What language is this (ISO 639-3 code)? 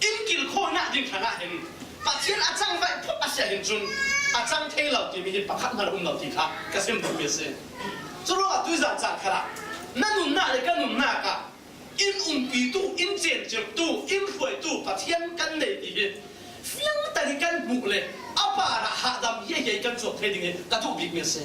cfm